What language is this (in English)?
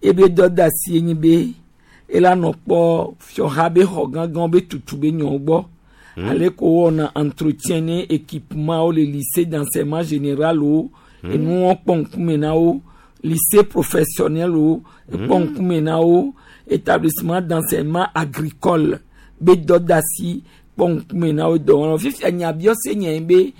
Gen